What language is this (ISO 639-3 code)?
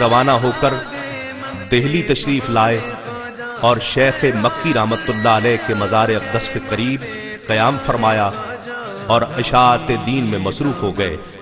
urd